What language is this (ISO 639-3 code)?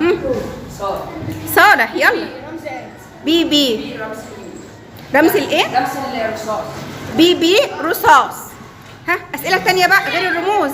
arz